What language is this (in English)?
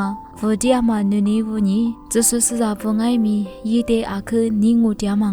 Lisu